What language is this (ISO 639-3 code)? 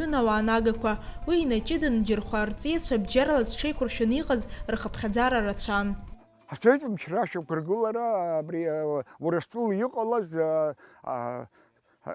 abk